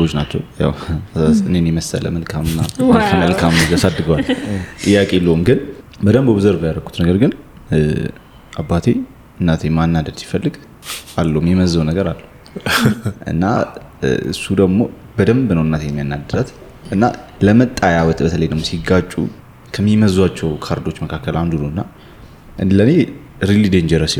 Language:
Amharic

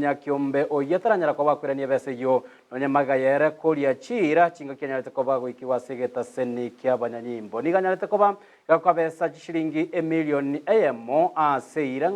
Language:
Gusii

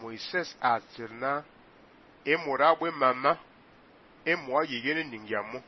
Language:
Fang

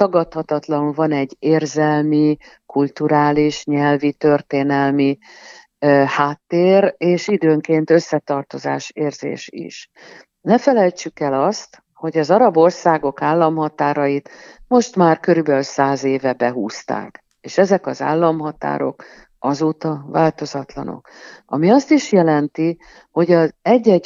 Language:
Hungarian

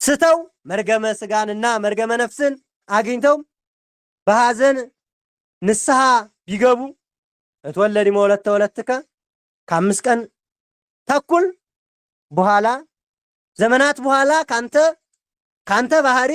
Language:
Amharic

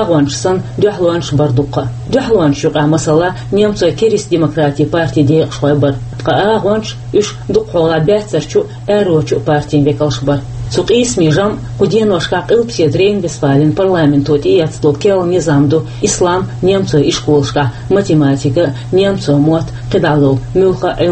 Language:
Chechen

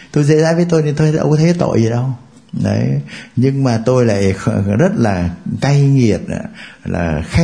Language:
Vietnamese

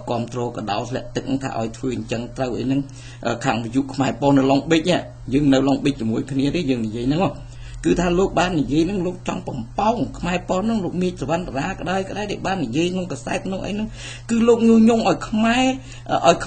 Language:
Khmer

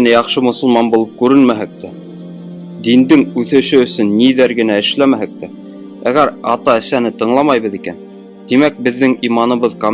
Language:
Bashkir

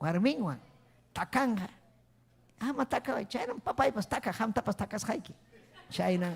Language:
Ayacucho Quechua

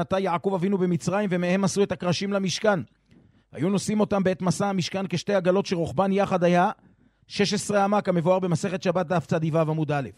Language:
Hebrew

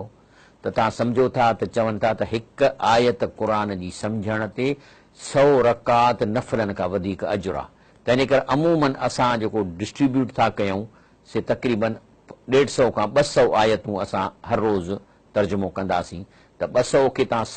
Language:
Sindhi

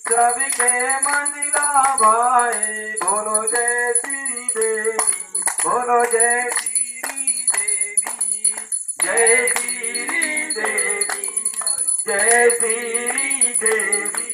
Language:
Chhattisgarhi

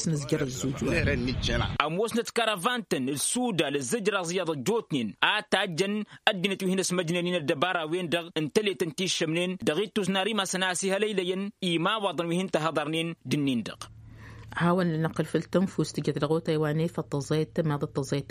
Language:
Tamasheq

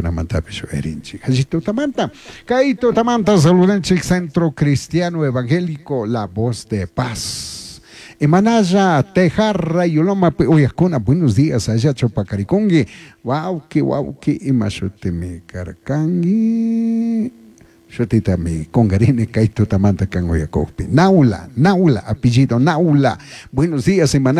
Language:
Chimborazo Highland Quichua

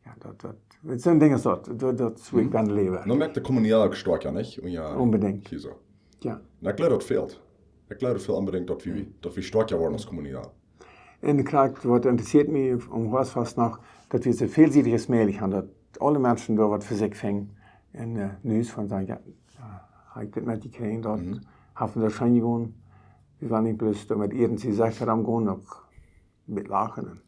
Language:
Plautdietsch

